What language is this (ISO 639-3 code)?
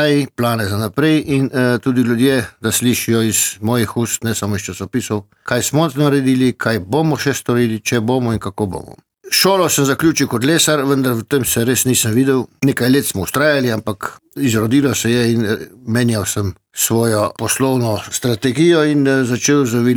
slv